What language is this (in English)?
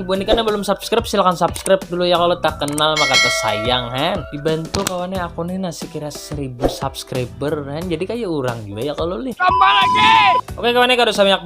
Banjar